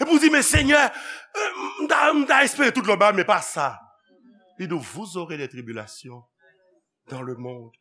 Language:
Haitian Creole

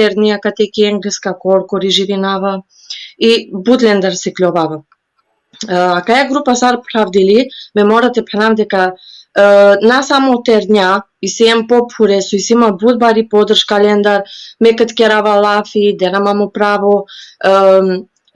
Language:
Balkan Romani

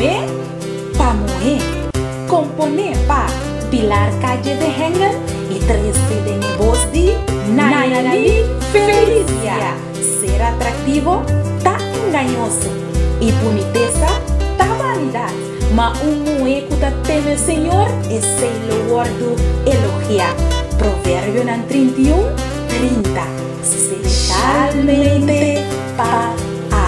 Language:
Papiamento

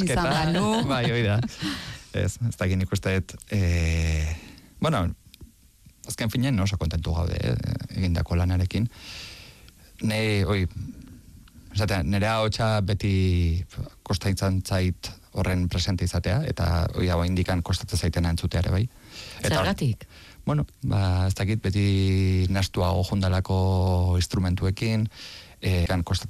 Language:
Basque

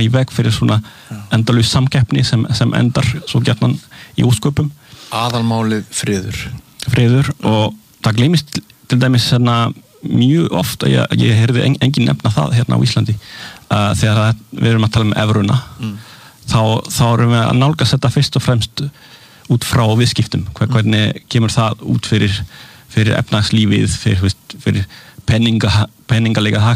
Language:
Icelandic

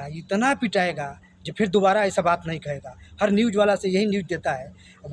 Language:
Bhojpuri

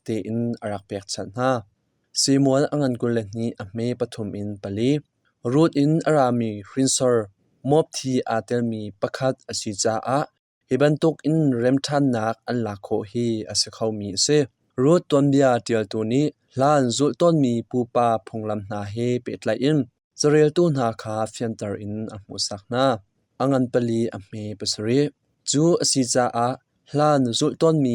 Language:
Hakha Chin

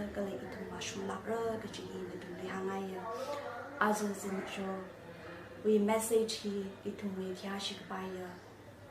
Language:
Tangkhul Naga (India)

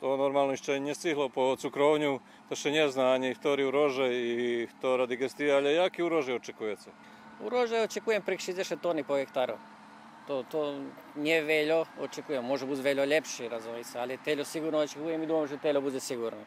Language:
Rusyn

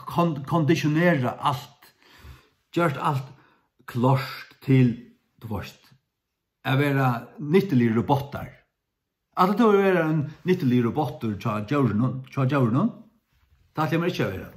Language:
Faroese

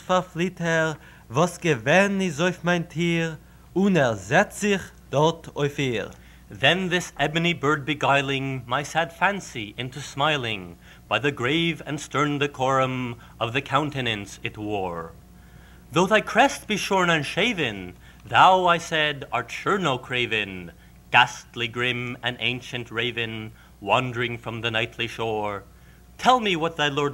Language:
Yiddish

